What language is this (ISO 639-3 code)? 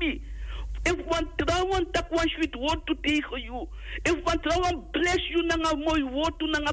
srn